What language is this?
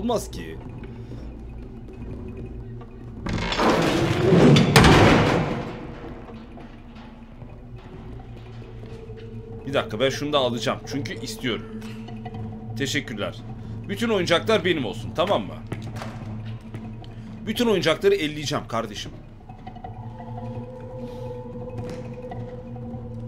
Turkish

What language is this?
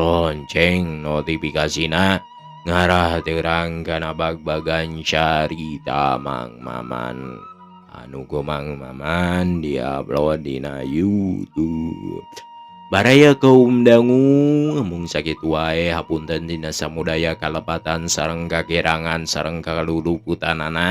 Sundanese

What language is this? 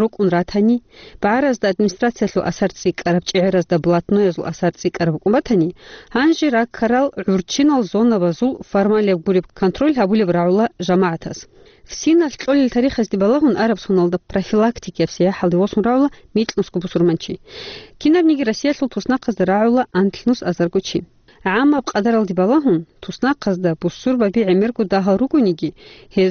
Avaric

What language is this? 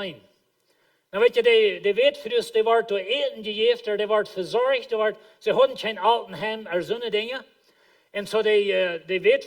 Plautdietsch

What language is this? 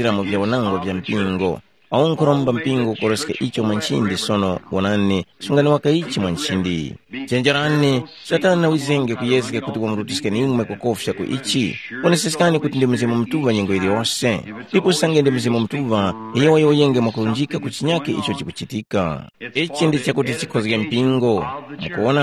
Tumbuka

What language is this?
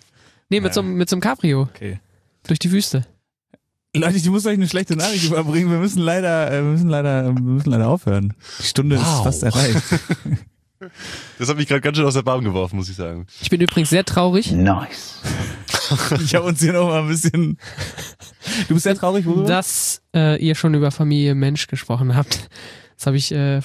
German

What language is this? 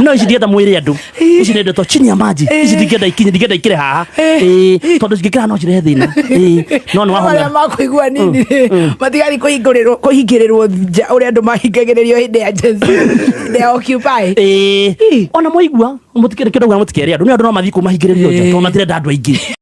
Kikuyu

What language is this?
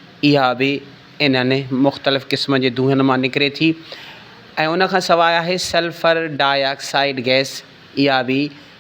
Sindhi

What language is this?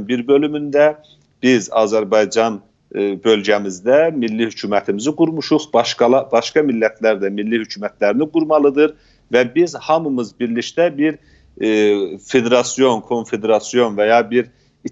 South Azerbaijani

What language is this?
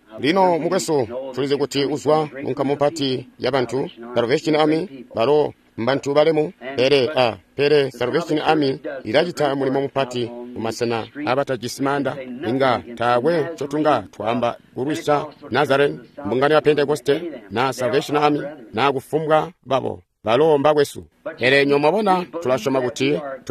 Tonga (Zambia)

